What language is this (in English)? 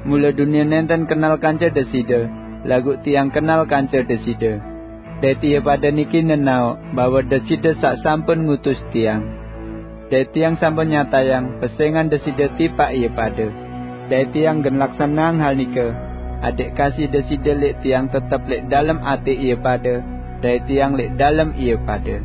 Sasak